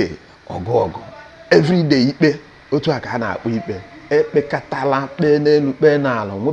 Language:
Igbo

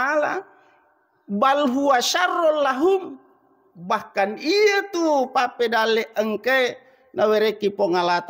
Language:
Buginese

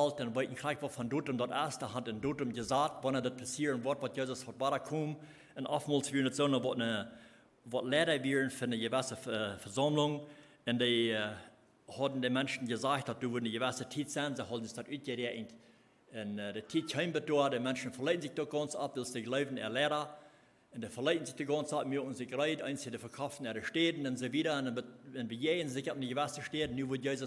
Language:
Plautdietsch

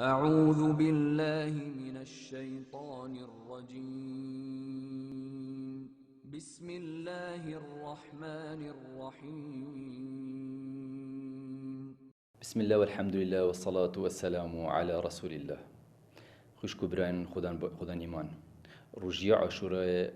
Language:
Kurdish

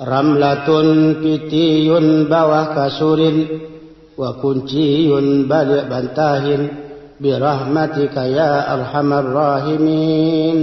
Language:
Minangkabau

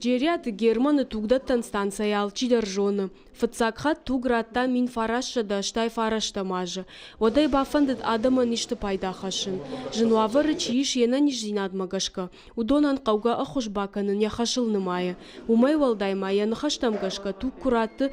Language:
Ossetic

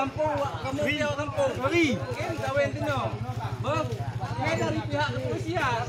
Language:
Achinese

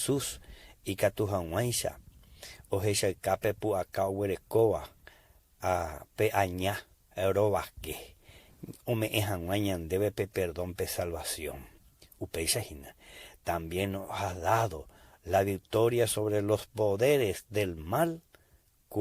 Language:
Guarani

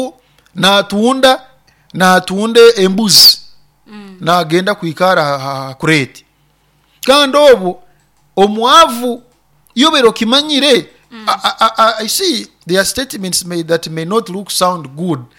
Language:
Nyoro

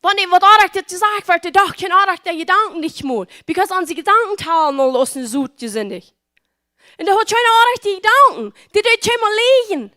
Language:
Plautdietsch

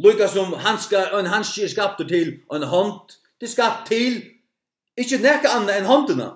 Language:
Faroese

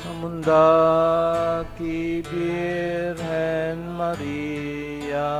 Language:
Bikol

